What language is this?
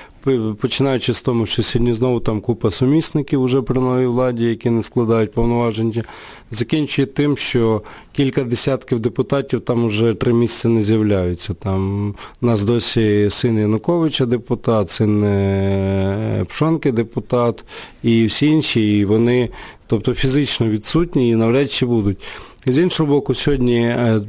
Ukrainian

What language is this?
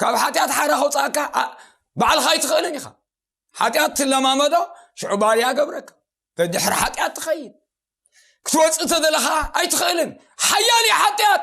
Tigrinya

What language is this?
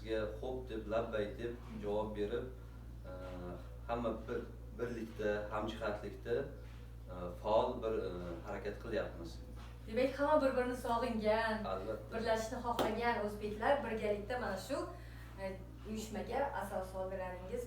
Uzbek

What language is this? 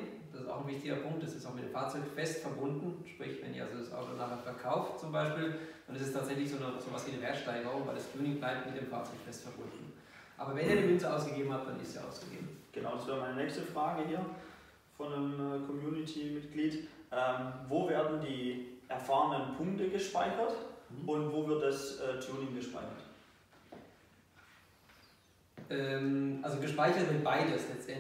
German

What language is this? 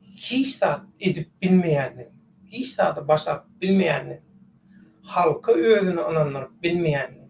Turkmen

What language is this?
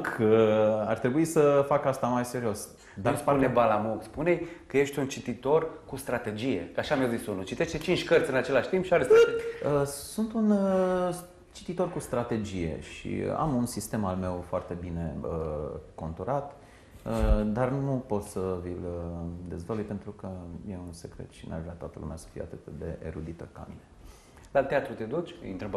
Romanian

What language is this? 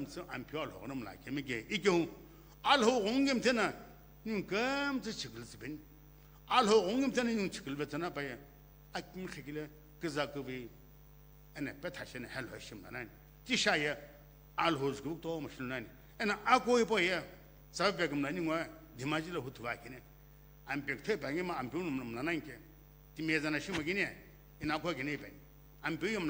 Sumi Naga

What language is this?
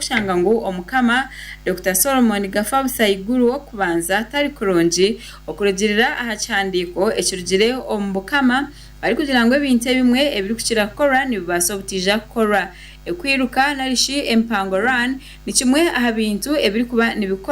Nyankole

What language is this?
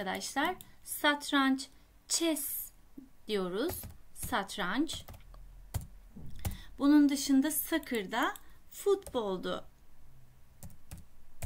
Turkish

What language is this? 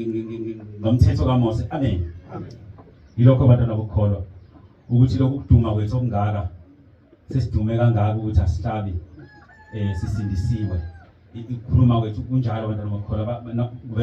Zulu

